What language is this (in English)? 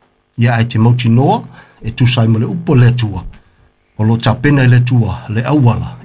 Samoan